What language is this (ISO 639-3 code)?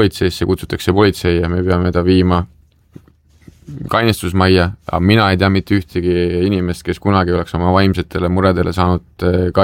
est